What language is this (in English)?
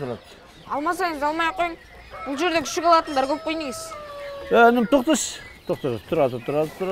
Kazakh